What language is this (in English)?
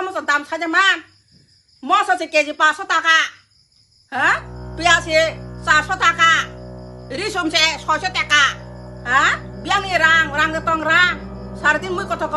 Kok Borok